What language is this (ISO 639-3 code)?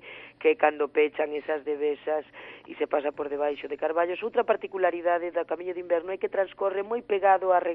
glg